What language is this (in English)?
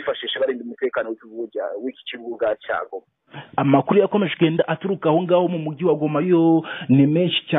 Kinyarwanda